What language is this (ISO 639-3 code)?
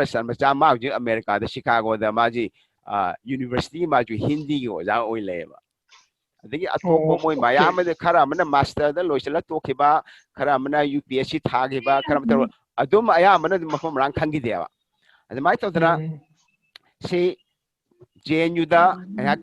mni